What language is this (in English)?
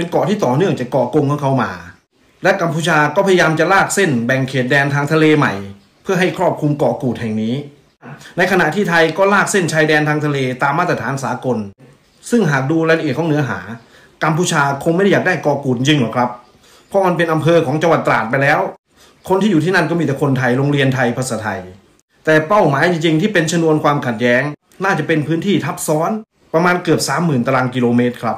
Thai